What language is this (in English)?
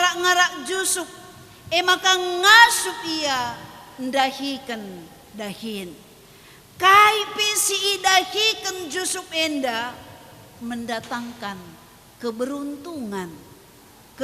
Batak Karo